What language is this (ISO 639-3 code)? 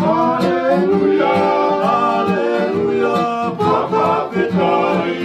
ton